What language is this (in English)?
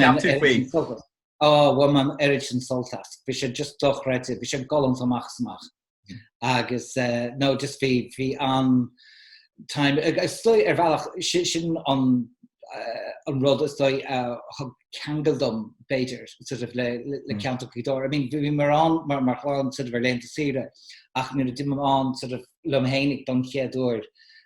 Irish